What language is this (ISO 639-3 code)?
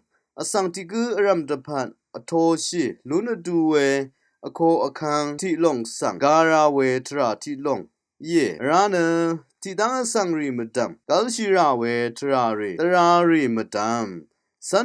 raw